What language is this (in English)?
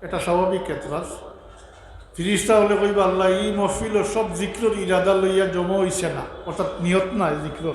Sylheti